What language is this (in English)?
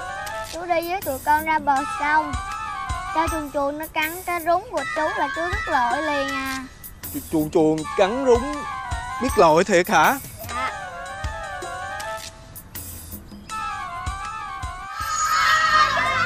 Vietnamese